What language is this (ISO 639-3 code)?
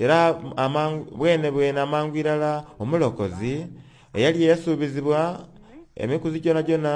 xog